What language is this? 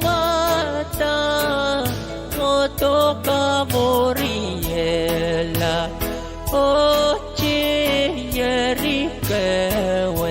Pohnpeian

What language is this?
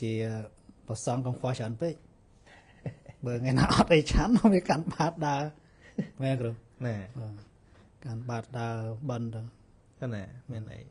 Khmer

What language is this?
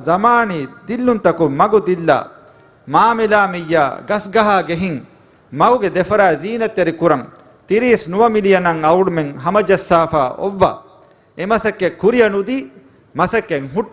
Divehi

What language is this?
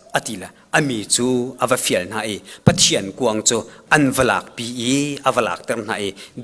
Hakha Chin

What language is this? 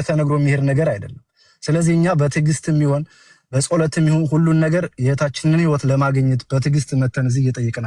Amharic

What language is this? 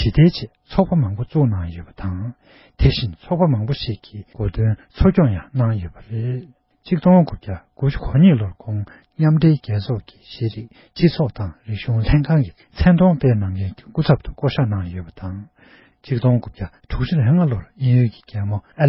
Tibetan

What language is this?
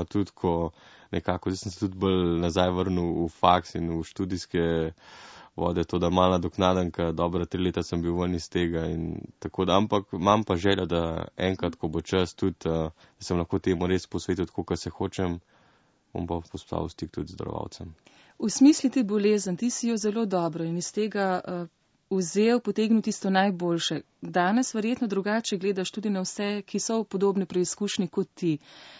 Slovenian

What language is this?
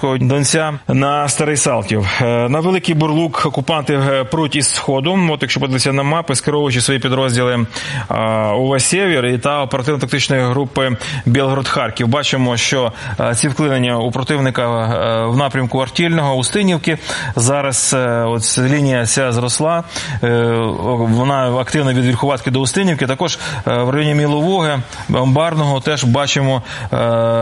Ukrainian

